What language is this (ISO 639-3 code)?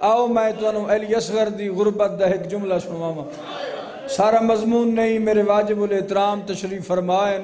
skr